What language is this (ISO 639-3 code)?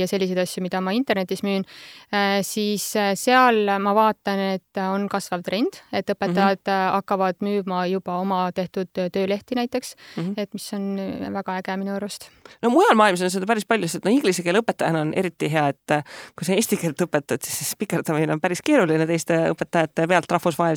est